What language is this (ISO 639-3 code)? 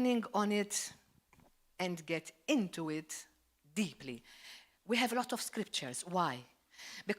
eng